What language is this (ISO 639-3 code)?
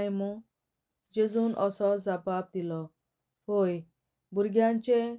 kok